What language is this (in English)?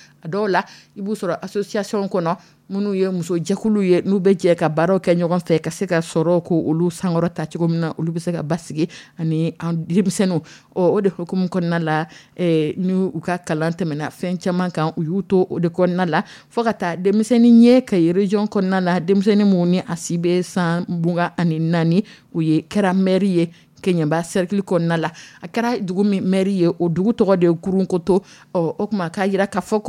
Dyula